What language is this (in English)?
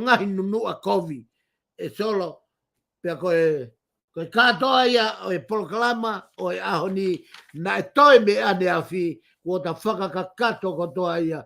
Tongan